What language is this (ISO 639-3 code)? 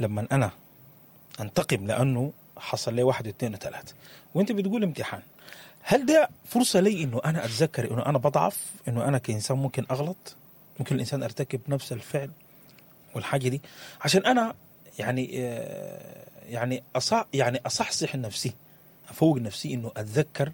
apd